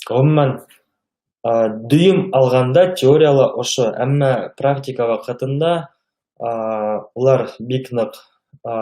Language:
Bashkir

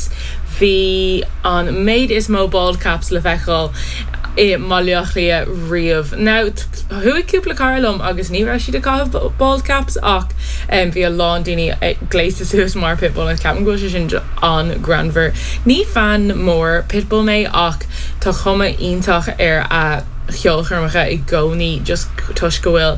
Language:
Irish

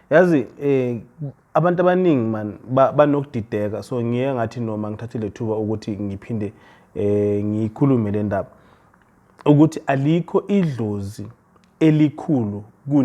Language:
Zulu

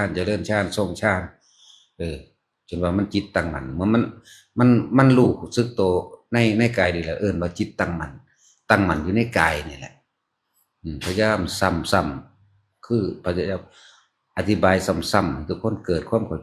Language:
Northeastern Thai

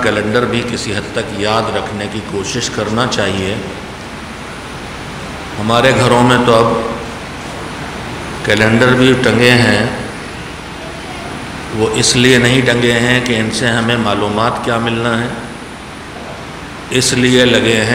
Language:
Urdu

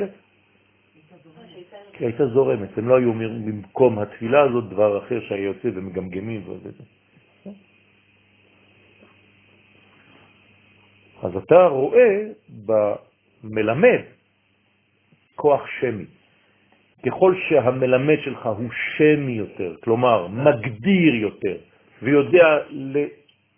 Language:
Hebrew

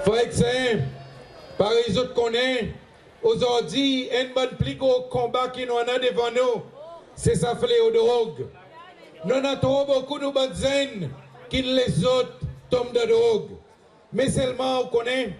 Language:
Seselwa Creole French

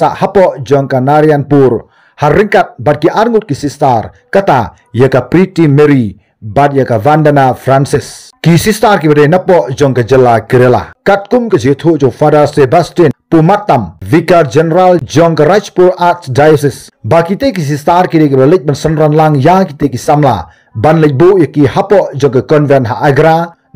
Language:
Khasi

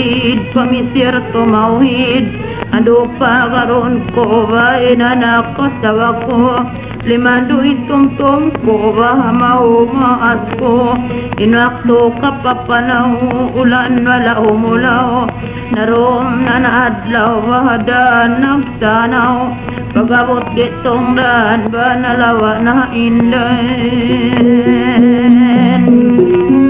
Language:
Tausug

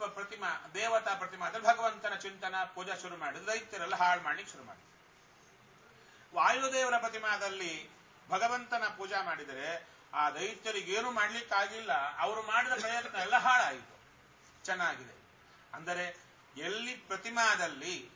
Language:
Kannada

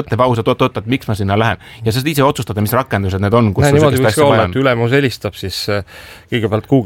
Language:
Estonian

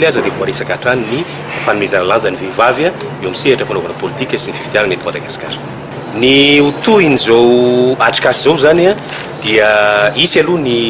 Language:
Malagasy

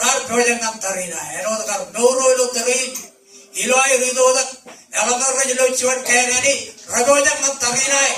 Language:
Marshallese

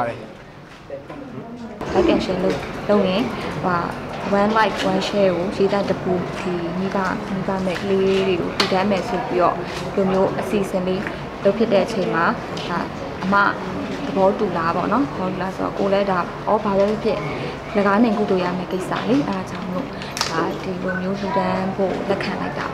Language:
Burmese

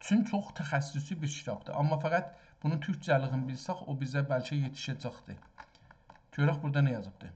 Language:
South Azerbaijani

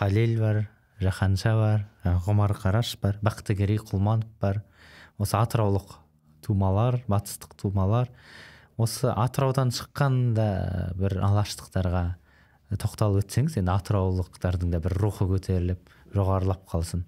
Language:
Kazakh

